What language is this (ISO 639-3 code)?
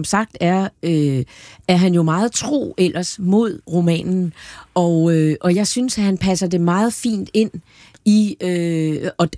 dan